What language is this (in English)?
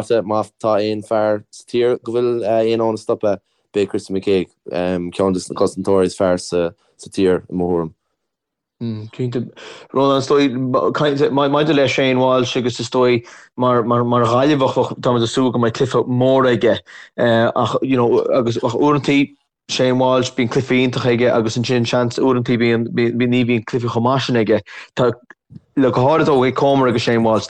Irish